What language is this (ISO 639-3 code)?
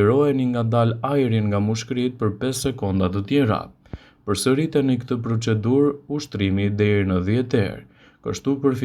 sqi